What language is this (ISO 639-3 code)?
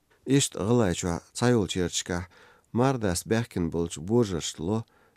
che